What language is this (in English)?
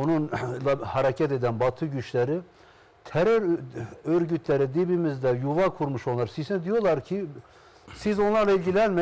Zaza